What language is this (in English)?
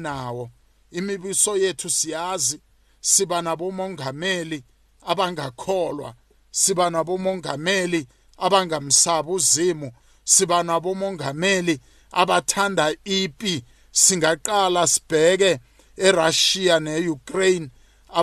South Ndebele